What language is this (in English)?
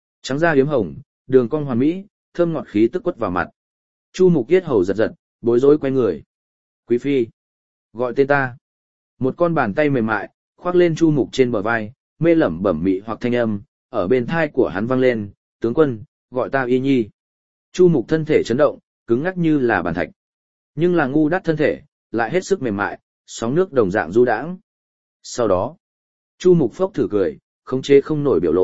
Vietnamese